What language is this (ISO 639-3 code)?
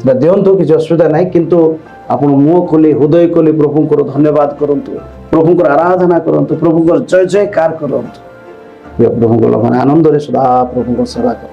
ori